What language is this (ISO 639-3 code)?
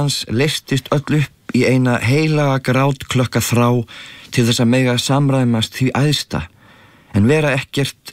isl